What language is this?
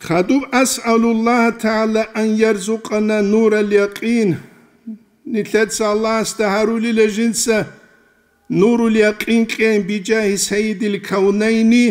Avaric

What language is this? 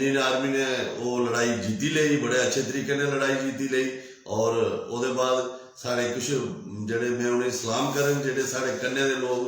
Dogri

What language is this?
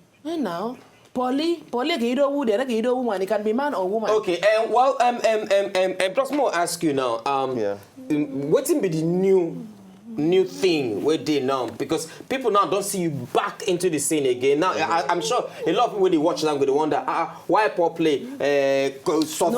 Nigerian Pidgin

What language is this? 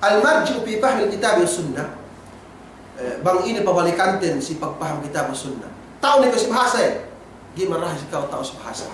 Yakan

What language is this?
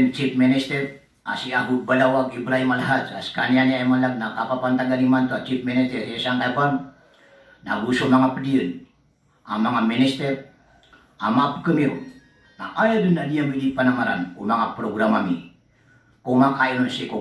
Maranao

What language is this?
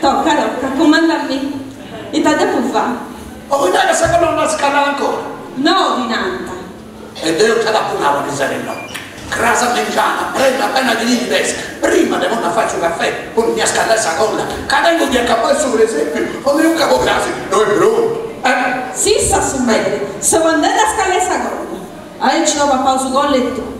Sardinian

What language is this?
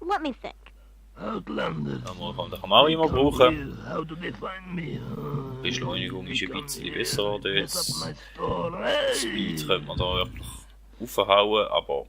Swiss German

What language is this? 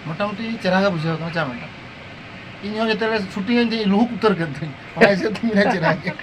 Santali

